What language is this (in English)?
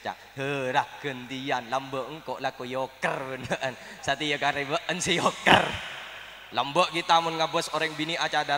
Madurese